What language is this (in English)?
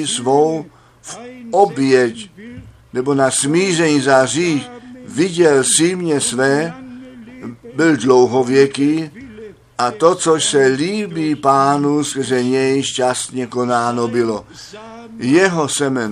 Czech